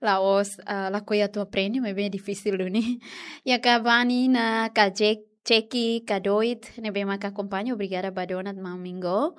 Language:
Tetum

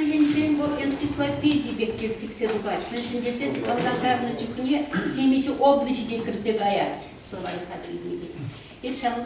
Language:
Chuvash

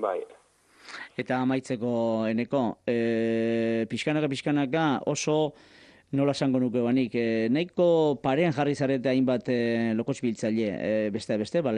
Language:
Basque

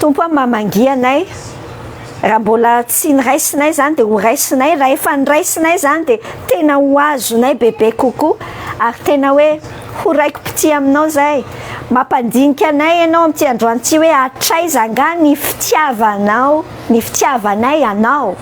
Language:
Malagasy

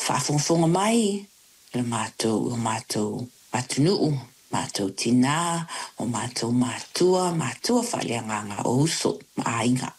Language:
Samoan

